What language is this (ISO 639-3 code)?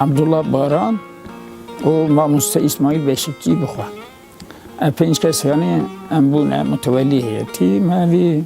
kur